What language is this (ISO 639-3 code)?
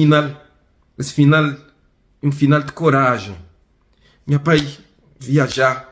kea